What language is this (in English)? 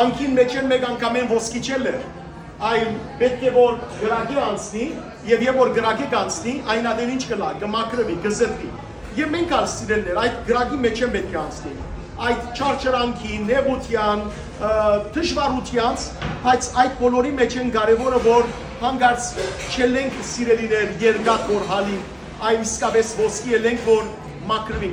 Western Armenian